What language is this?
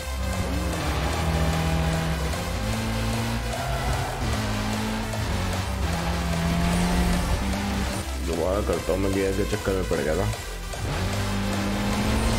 Hindi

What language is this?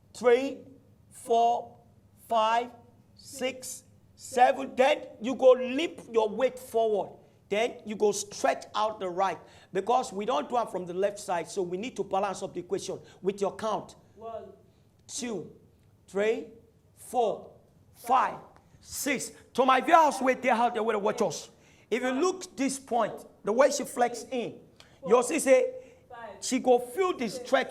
Nigerian Pidgin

